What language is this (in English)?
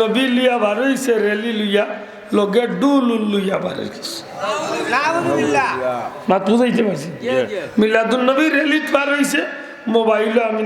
Sylheti